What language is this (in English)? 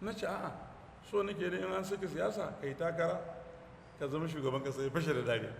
Hausa